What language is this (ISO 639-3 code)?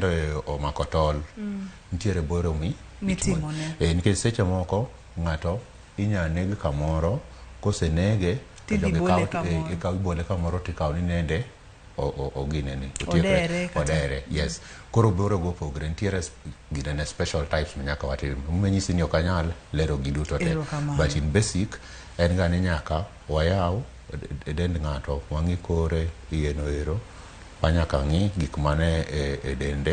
luo